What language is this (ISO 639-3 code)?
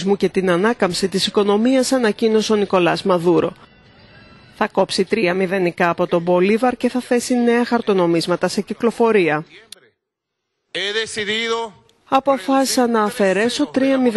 ell